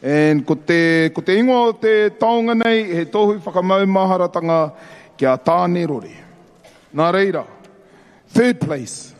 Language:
Māori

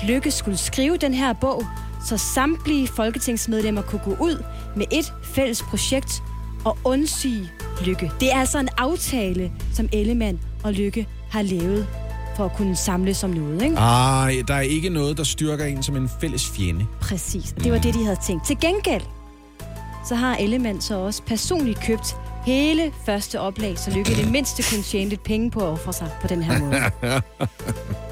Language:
Danish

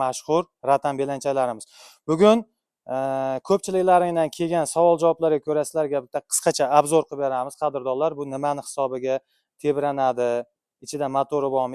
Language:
Uzbek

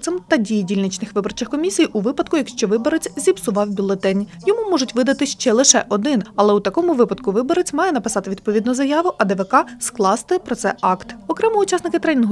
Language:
Ukrainian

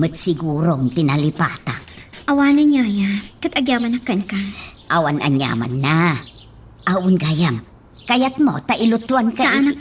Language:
Iloko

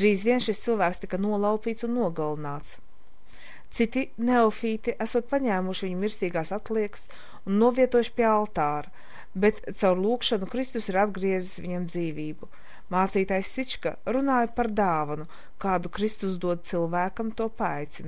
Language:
Latvian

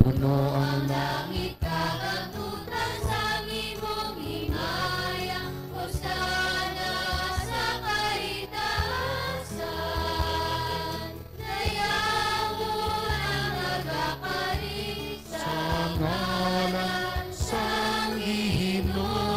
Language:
Hiligaynon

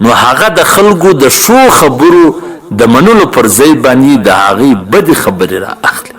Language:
Pashto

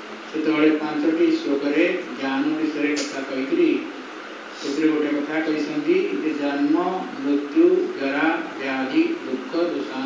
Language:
Odia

